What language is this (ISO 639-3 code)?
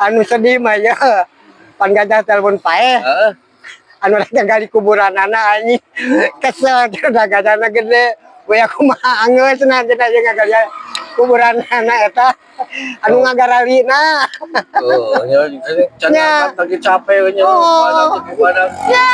sun